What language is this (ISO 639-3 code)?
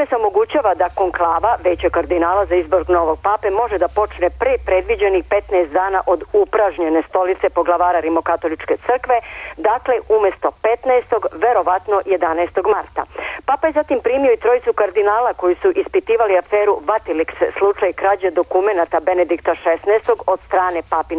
srp